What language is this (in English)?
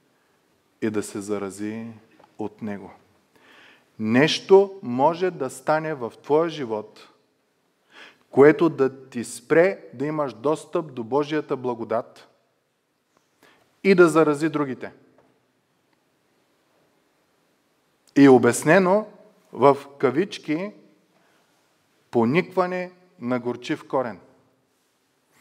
Bulgarian